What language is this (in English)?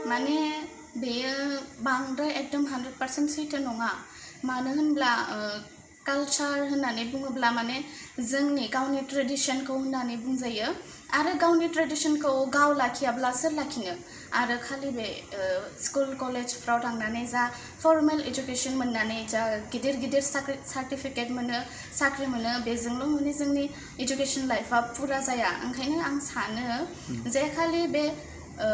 Bodo